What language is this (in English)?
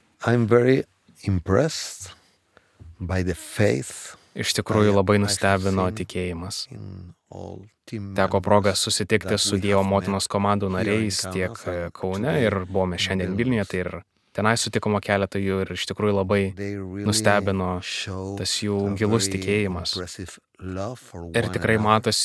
Lithuanian